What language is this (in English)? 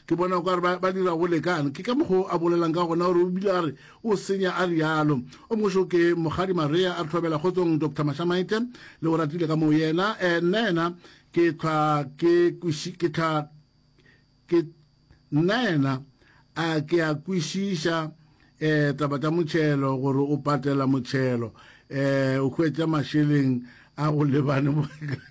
Northern Sotho